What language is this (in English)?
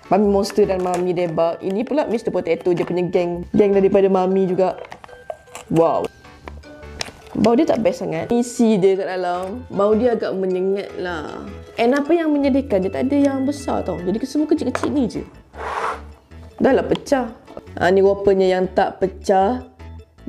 Malay